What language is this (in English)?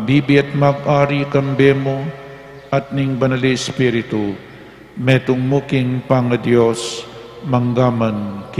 Pampanga